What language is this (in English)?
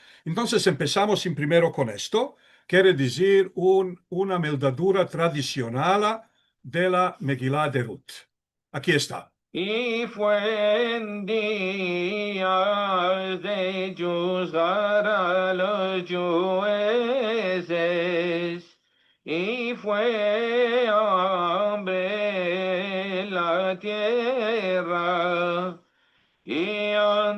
Ladino